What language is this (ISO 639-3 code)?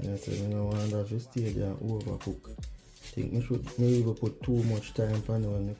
jam